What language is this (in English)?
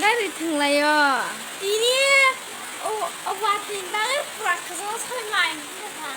Kok Borok